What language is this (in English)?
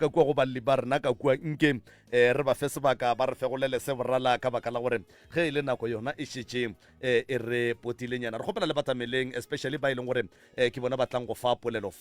Northern Sotho